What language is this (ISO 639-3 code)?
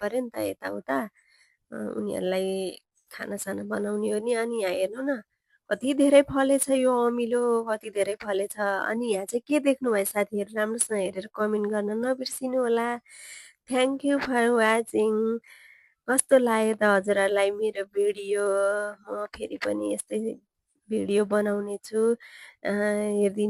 nep